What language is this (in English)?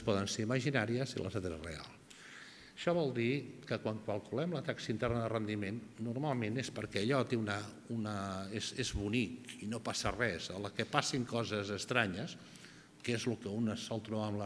Catalan